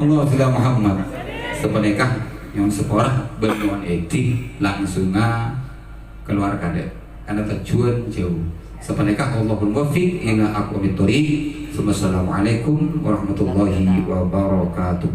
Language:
Madurese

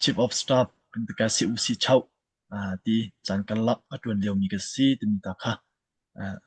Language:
Hakha Chin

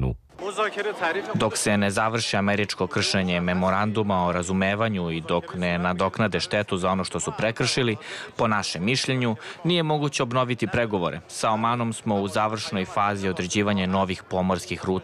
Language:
Serbian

